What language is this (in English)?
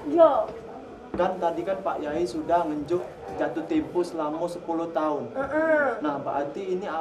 Musi